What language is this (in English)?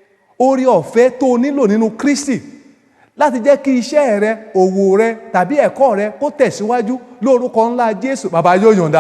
Yoruba